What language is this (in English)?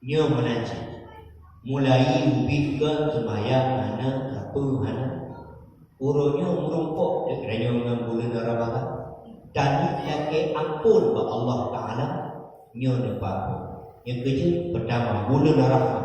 Achinese